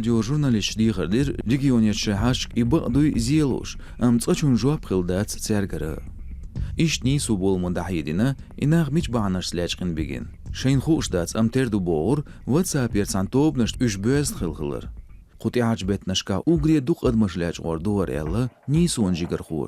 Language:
Chechen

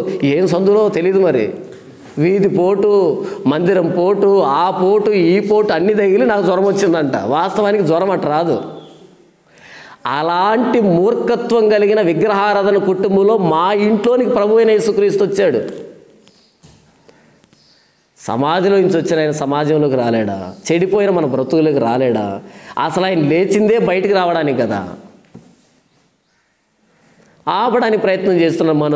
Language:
Telugu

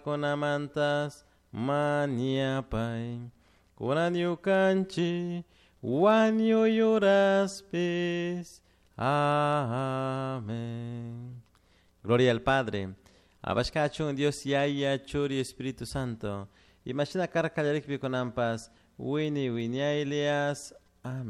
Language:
Chimborazo Highland Quichua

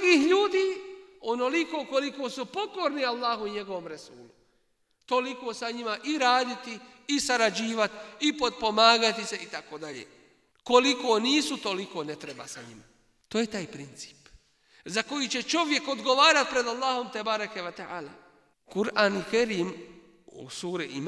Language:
Bosnian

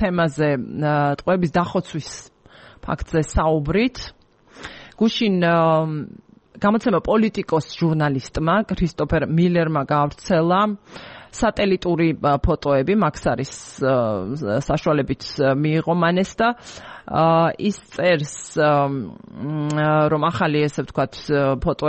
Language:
Georgian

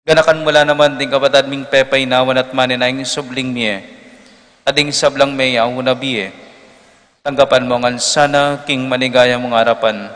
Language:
Pampanga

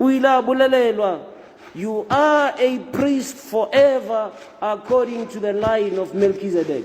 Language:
Tswana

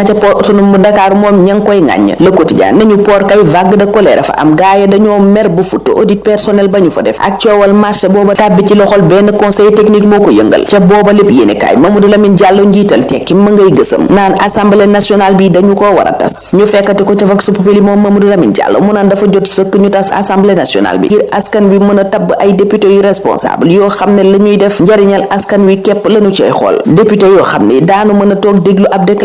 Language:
Wolof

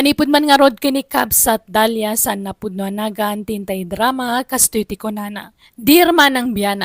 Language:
Iloko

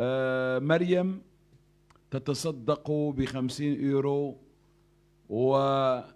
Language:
Moroccan Arabic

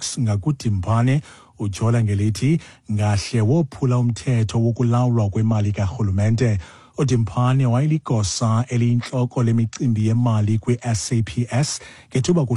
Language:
Xhosa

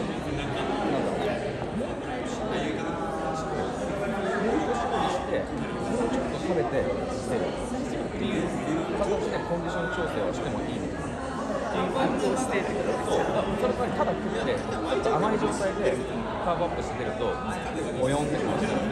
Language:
Japanese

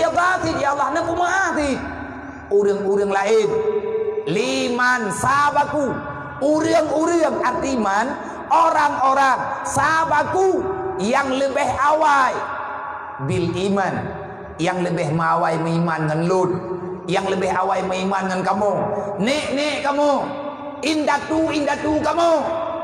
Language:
Achinese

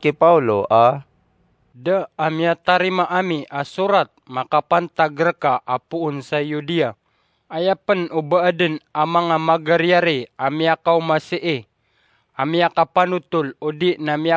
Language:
Maranao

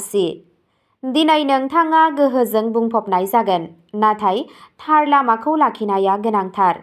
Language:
Bodo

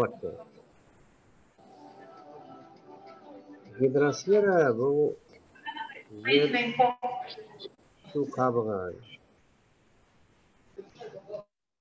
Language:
Kazakh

